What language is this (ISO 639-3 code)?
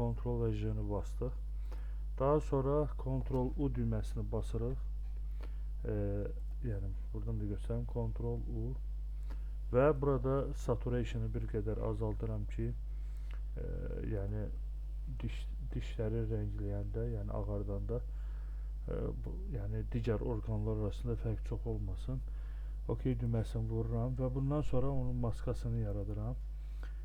aze